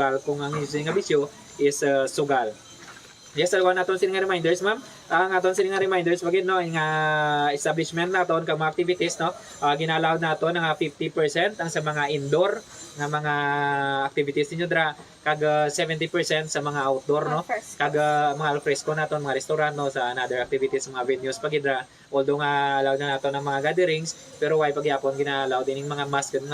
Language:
Hiligaynon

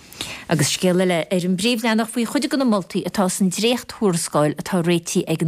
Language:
Irish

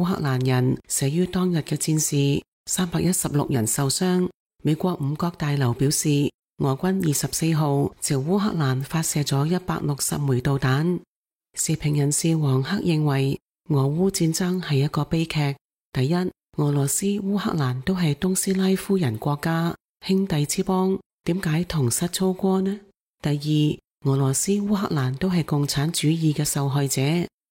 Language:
Cantonese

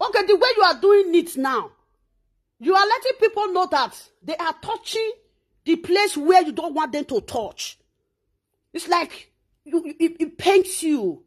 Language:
Nigerian Pidgin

